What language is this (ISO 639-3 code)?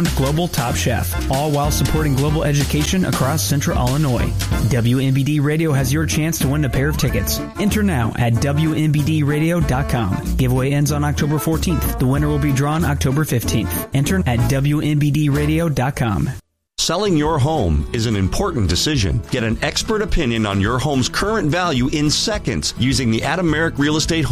eng